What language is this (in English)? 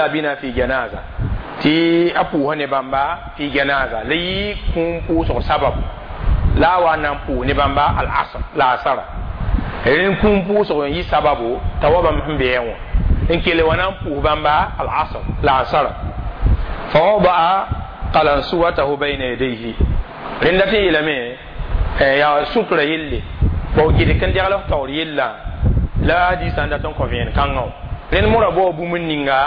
Mossi